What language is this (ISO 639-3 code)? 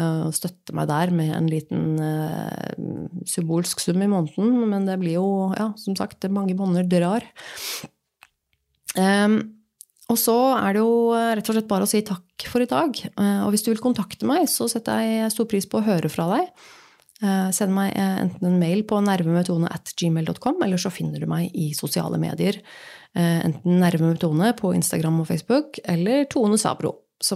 nor